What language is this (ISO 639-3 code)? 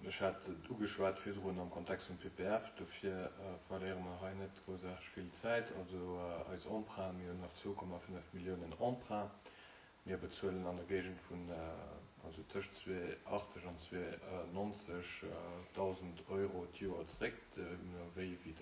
ltz